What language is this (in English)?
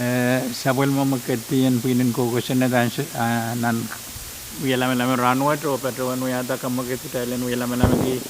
Pohnpeian